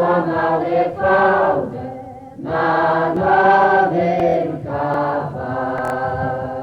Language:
Rusyn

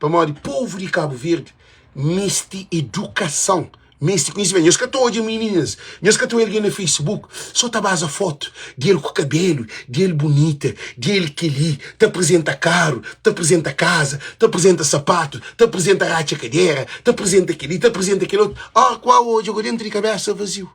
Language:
Kabuverdianu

